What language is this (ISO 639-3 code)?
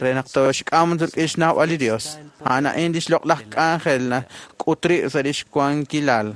kek